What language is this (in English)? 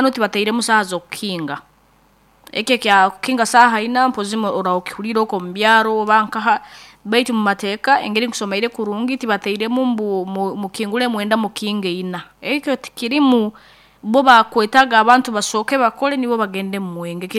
Nyoro